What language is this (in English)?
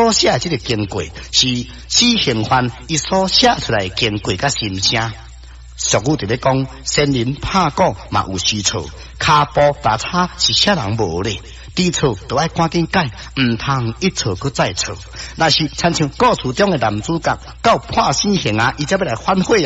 Min Nan Chinese